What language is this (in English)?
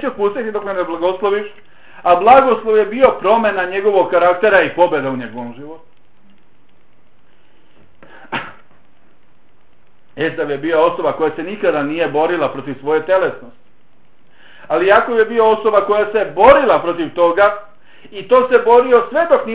Bosnian